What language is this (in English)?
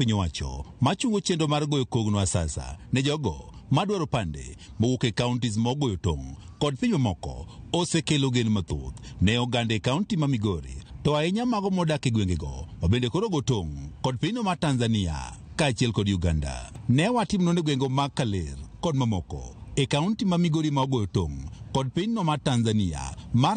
Luo (Kenya and Tanzania)